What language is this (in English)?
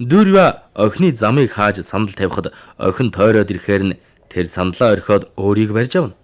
Mongolian